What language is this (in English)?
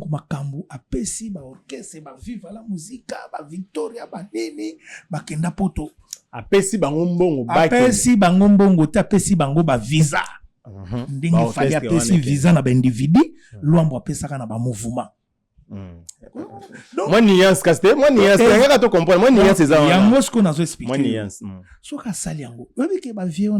Lingala